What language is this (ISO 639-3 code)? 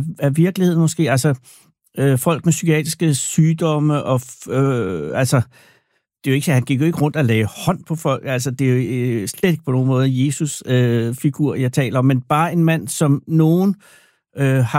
dan